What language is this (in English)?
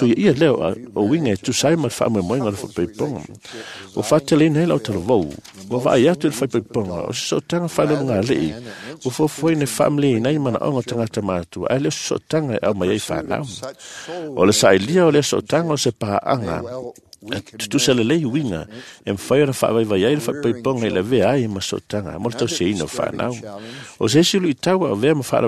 Samoan